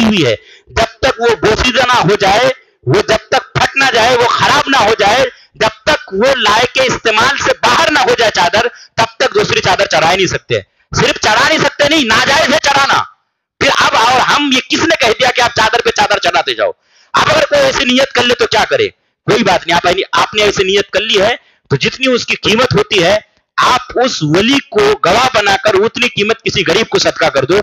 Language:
Urdu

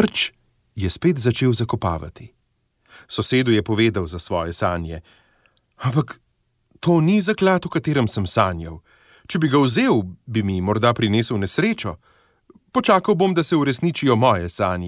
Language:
Slovenian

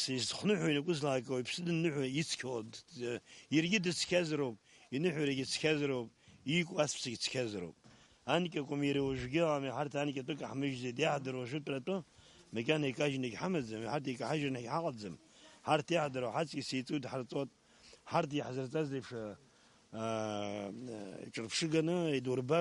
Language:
Abkhazian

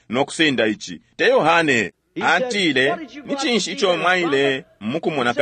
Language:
Bemba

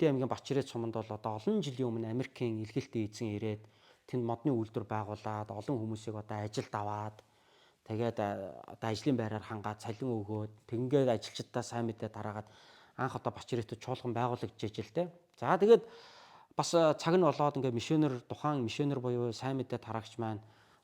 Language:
Mongolian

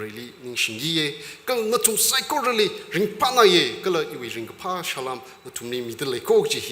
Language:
Tangkhul Naga (India)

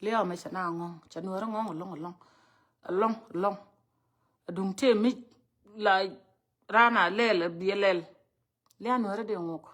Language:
Nuer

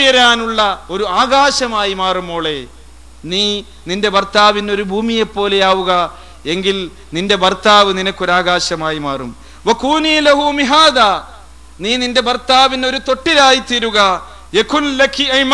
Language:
Malayalam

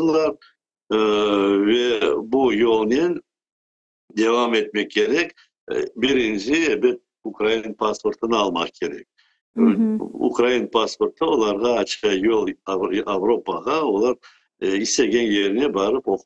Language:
Crimean Tatar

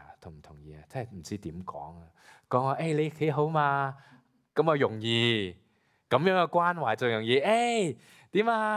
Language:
Cantonese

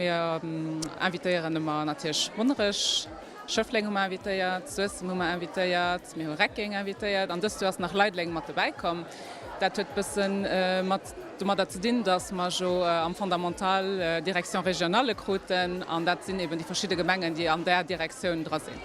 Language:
Luxembourgish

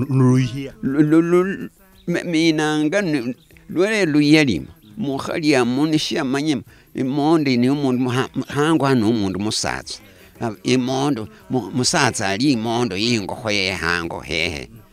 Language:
Luyia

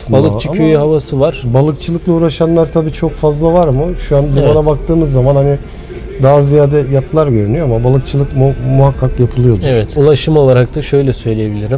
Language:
Turkish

